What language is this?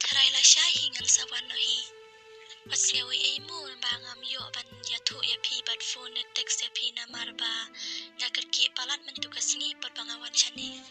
Khasi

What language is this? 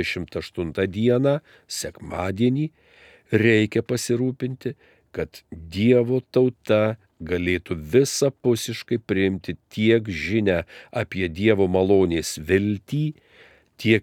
Lithuanian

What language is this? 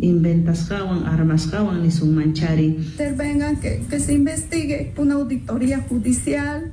Quechua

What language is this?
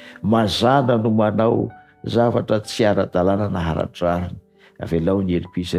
Malagasy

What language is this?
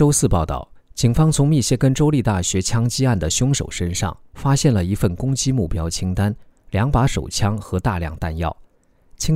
Chinese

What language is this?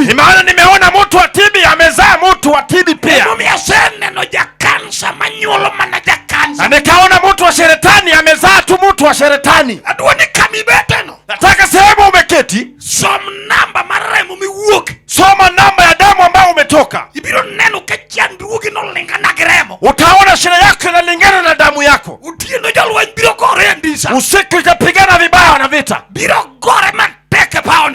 Luo (Kenya and Tanzania)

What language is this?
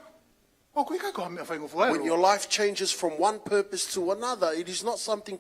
Tongan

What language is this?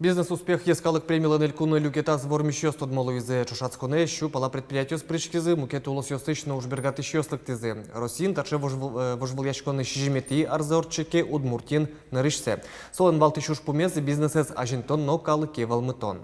Udmurt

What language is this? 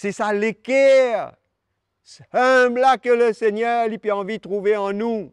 Morisyen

